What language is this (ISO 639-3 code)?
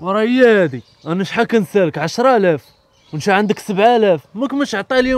ary